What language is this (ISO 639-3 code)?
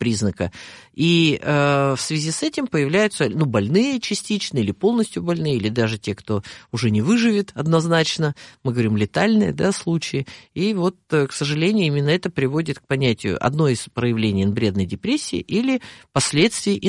rus